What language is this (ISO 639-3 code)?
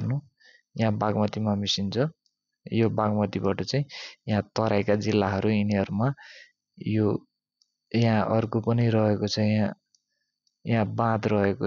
nep